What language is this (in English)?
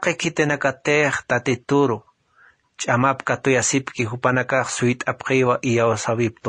Aymara